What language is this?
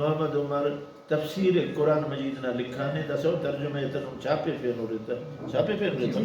Brahui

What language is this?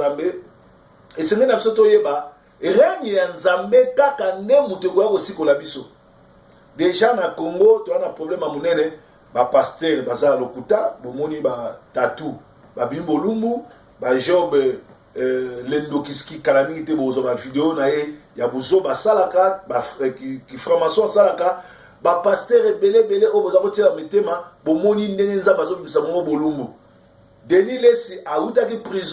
Lingala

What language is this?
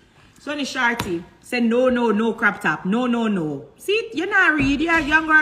Jamaican Creole English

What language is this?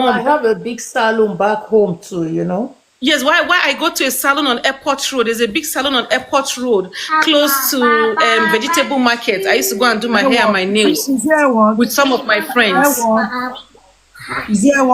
Nigerian Pidgin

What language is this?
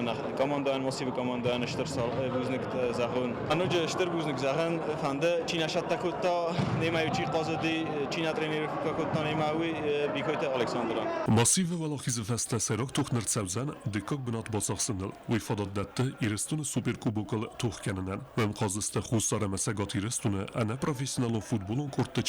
Ossetic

